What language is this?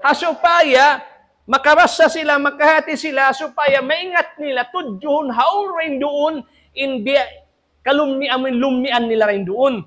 Tausug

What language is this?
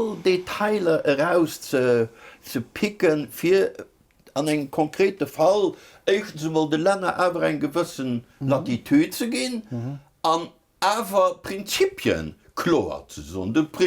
Luxembourgish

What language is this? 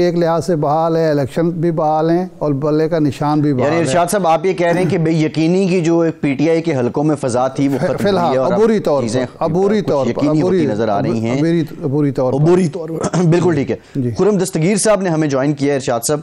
Urdu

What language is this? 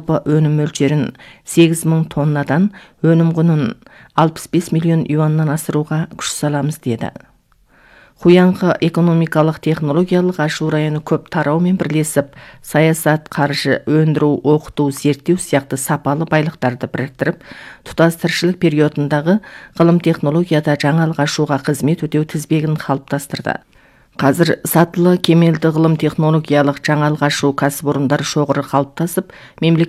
Kazakh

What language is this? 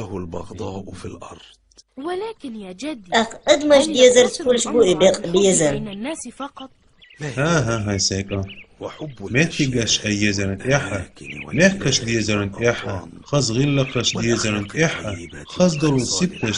Chechen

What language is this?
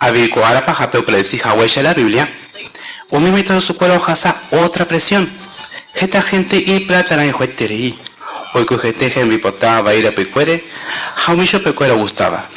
Guarani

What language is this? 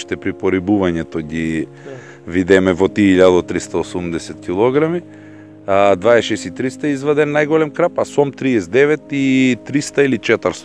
Macedonian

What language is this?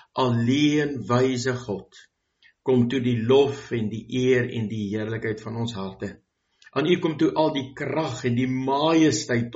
Afrikaans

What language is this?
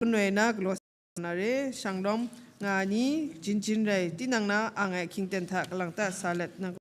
Kachin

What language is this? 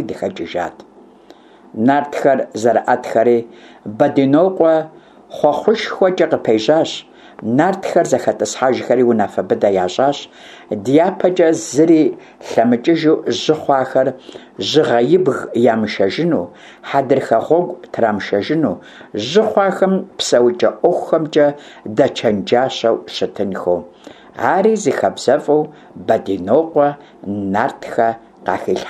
Kabardian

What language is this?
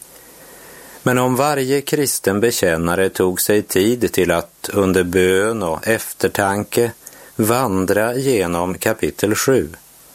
Swedish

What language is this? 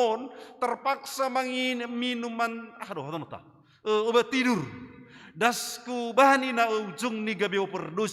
Batak Simalungun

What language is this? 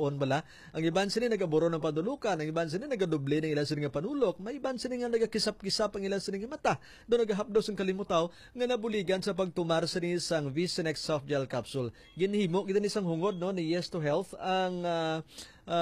Hiligaynon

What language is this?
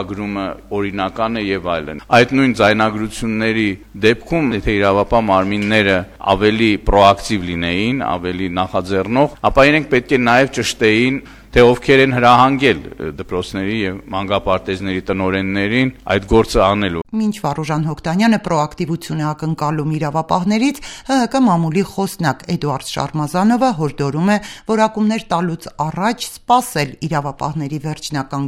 Armenian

